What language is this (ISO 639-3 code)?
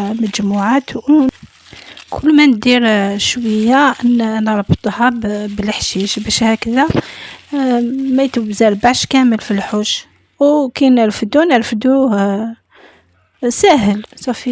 arq